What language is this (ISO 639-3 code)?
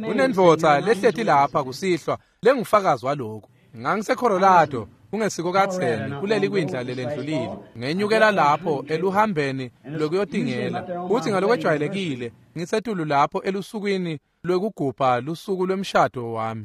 ssw